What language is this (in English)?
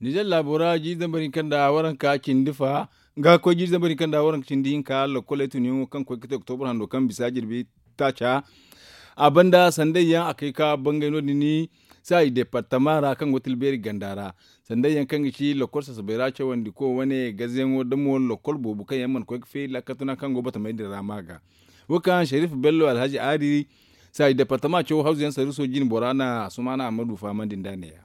Zarma